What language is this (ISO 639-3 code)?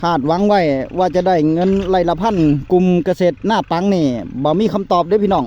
tts